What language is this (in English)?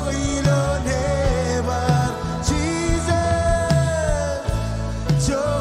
Marshallese